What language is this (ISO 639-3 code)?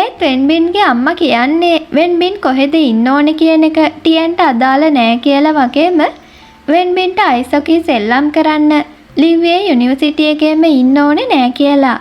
sin